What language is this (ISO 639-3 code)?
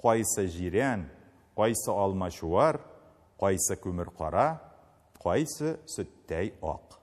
tat